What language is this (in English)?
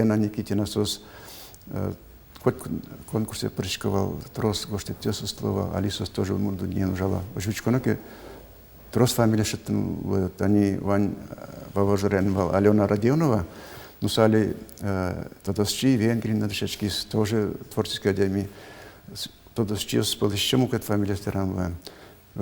Udmurt